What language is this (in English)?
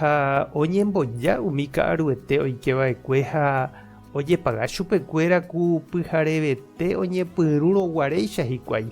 Guarani